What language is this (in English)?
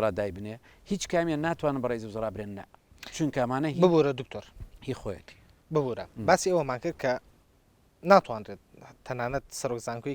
Central Kurdish